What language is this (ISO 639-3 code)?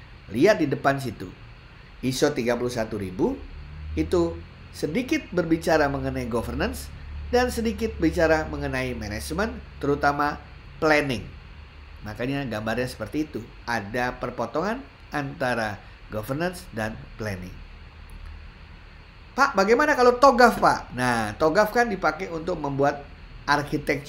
ind